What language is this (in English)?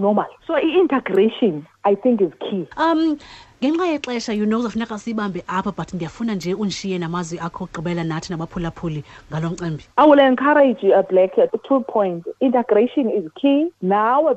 Xhosa